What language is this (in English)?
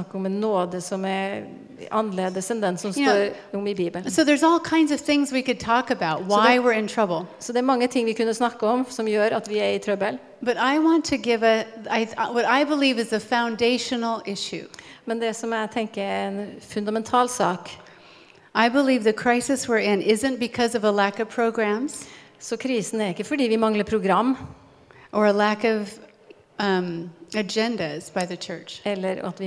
Norwegian